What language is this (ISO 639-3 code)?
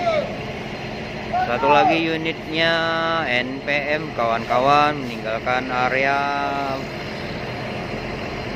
ind